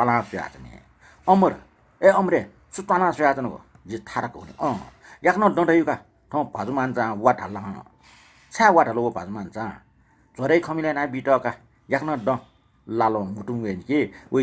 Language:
Newari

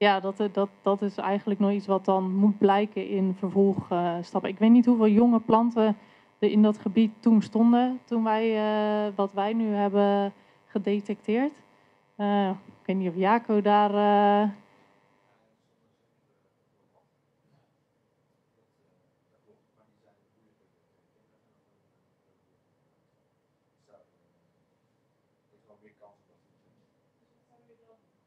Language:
Dutch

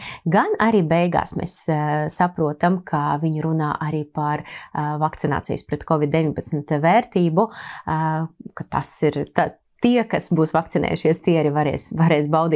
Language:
Latvian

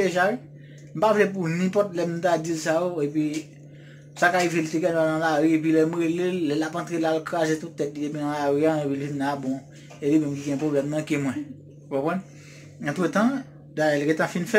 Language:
Haitian Creole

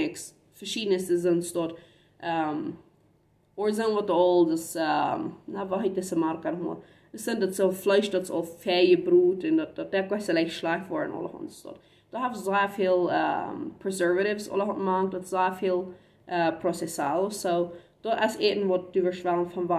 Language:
Plautdietsch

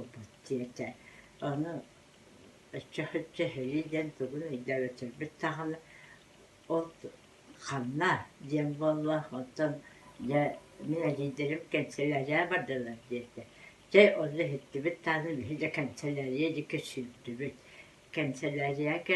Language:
Yakut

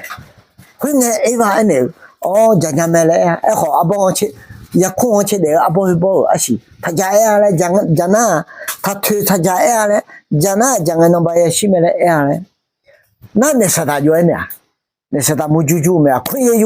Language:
Akha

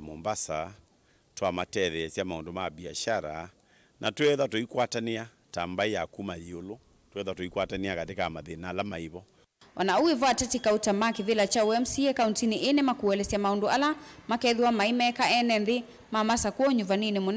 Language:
Kamba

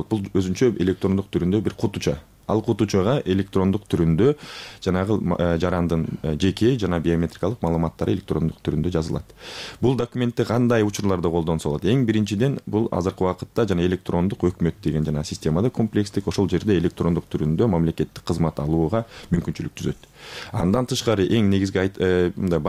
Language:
Kyrgyz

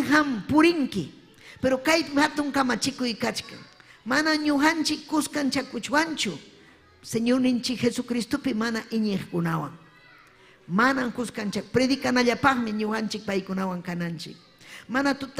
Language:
Ayacucho Quechua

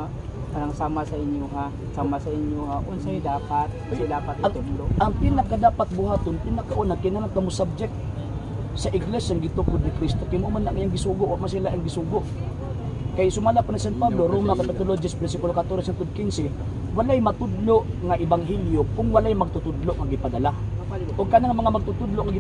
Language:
Cebuano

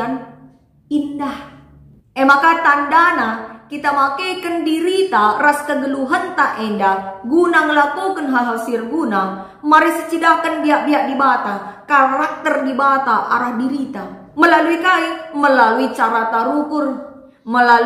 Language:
Batak Karo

